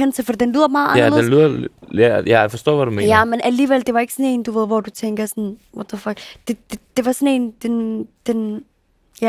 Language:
Danish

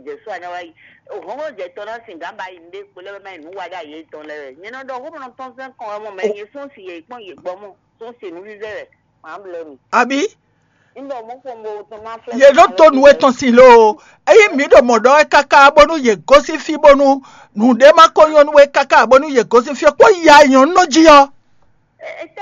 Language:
Fon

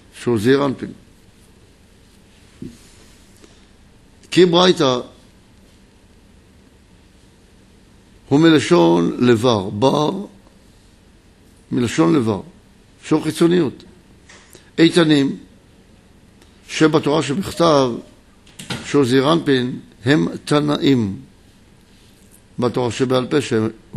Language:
Hebrew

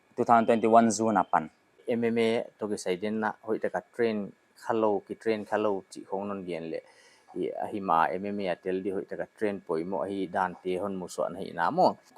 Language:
Paite Chin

